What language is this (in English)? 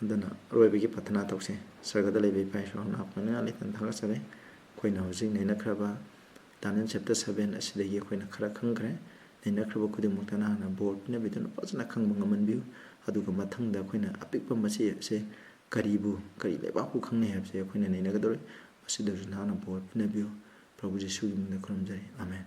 Manipuri